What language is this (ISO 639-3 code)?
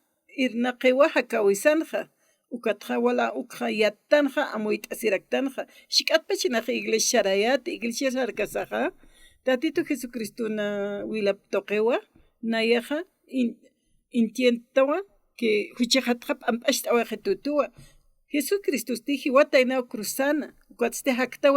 aym